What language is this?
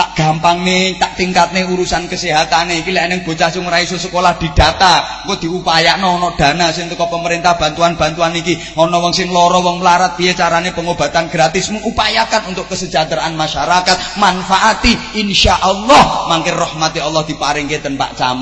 Javanese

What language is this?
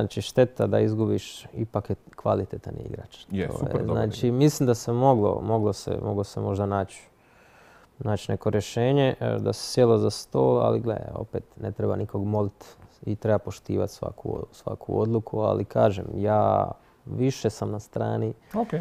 Croatian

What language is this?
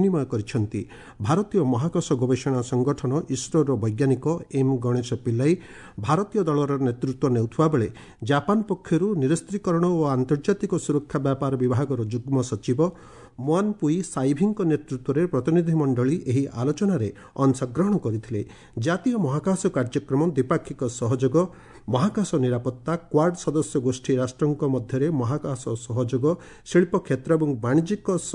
Odia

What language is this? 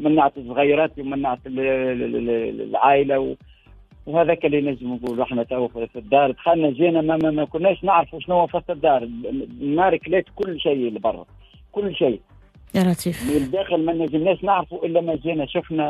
Tunisian Arabic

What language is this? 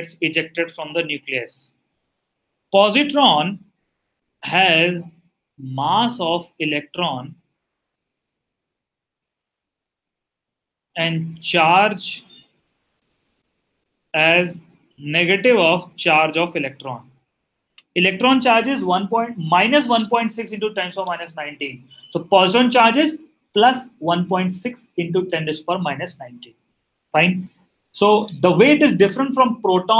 English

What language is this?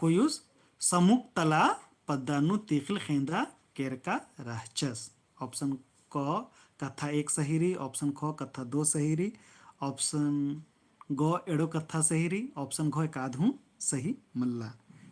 Kurukh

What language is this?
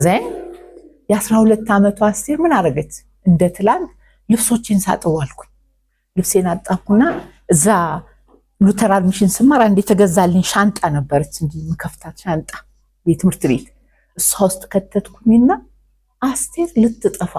Amharic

